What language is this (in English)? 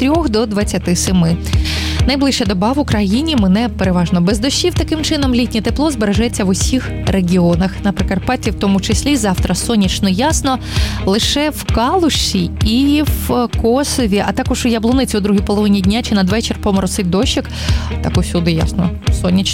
Ukrainian